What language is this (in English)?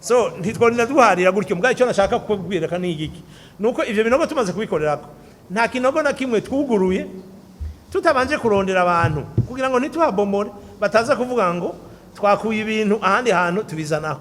Rundi